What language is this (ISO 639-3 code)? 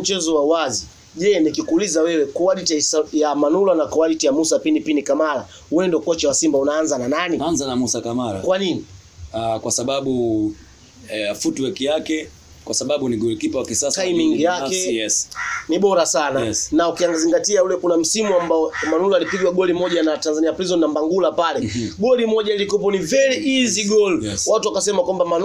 swa